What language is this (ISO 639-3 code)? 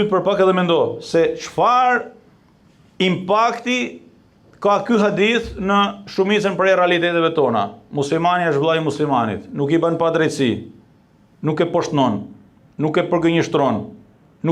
sqi